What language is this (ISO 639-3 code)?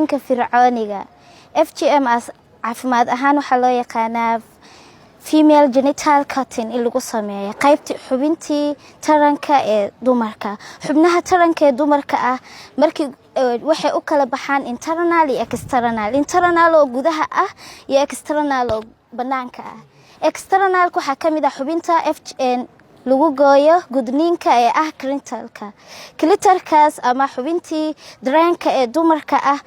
som